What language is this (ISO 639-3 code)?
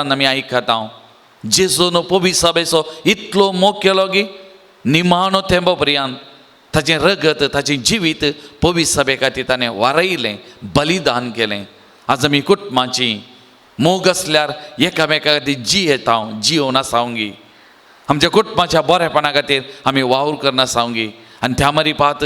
kok